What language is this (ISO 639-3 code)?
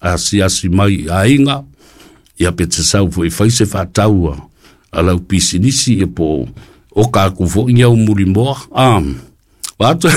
smo